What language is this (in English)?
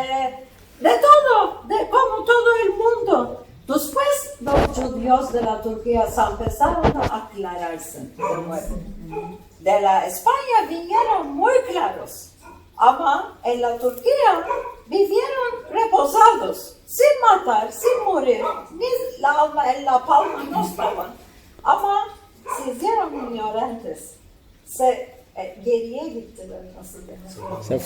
Ladino